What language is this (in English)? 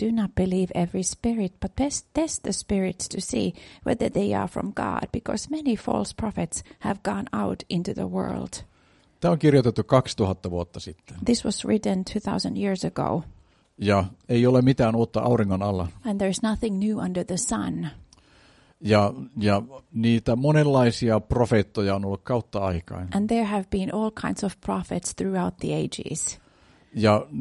Finnish